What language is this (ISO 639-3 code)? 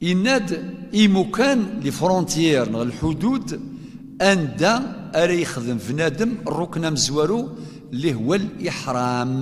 kab